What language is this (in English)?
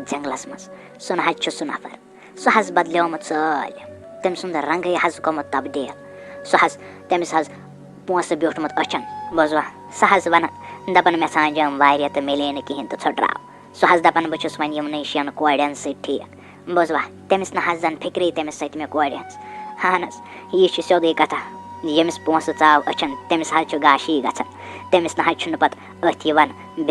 Kashmiri